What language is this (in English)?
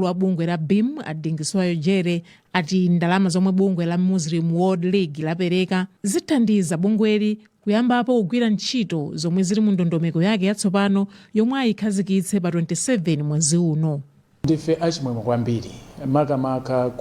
Nyanja